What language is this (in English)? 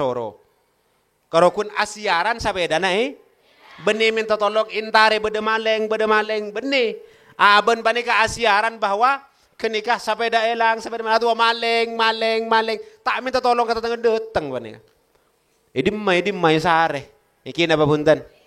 Madurese